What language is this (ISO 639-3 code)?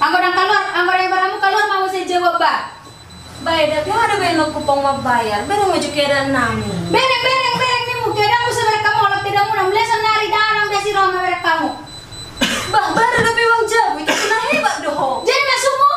bbc